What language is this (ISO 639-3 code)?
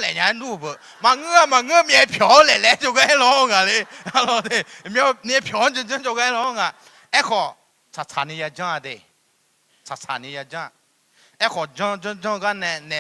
ahk